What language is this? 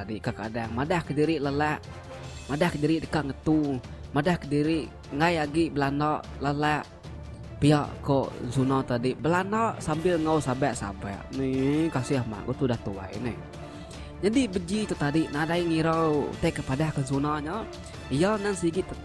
Iban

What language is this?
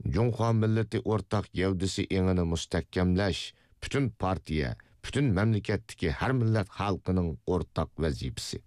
Uyghur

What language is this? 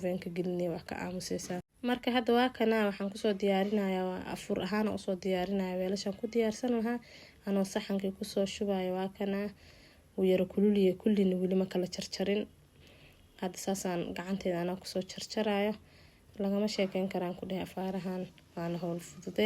Somali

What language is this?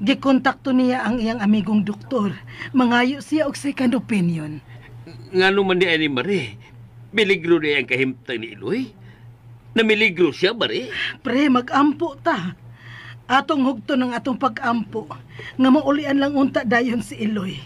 Cebuano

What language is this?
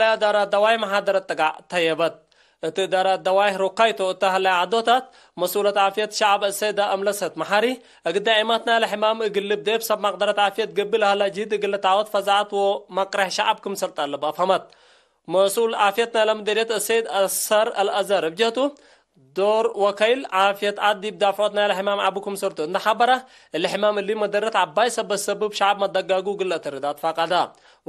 Tigre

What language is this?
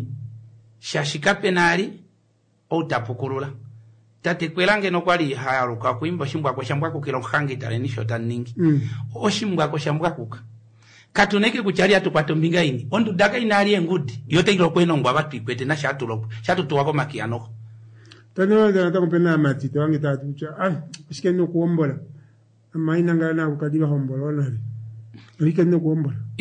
Kuanyama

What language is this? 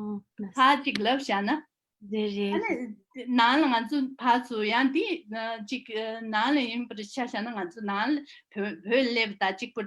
Tibetan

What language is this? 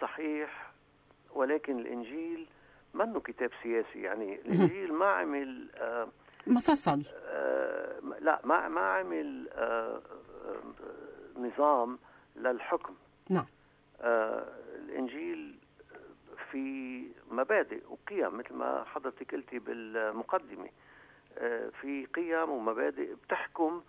North Levantine Arabic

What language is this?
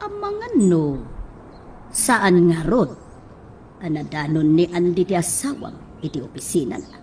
Iloko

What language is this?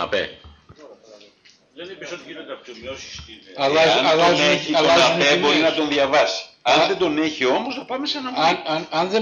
Greek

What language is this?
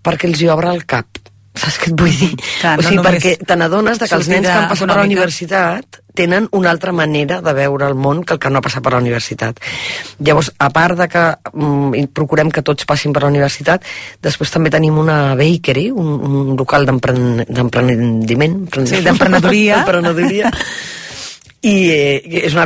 Catalan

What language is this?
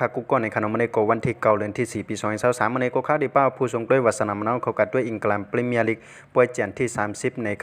Shan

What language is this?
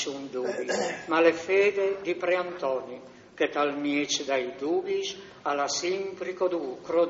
Friulian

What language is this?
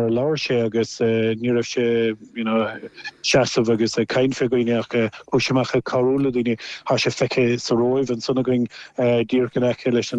Irish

